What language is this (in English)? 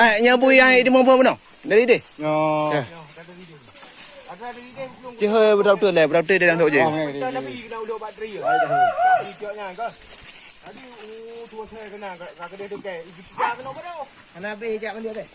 Achinese